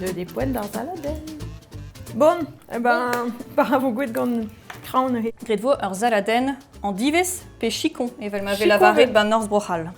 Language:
Breton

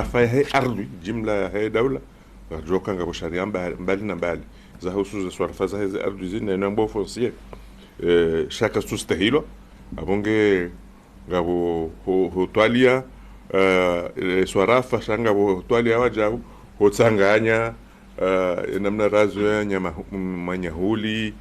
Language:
Ngazidja Comorian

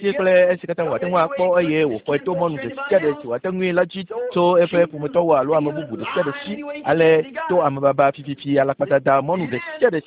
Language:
Ewe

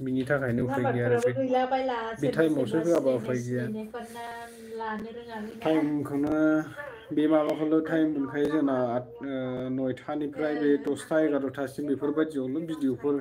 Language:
Bodo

